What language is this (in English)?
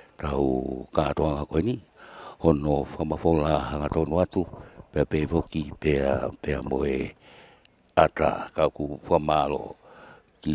Tongan